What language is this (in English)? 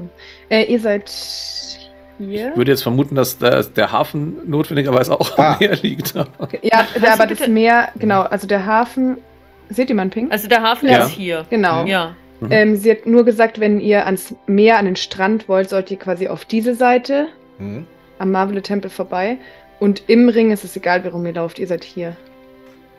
German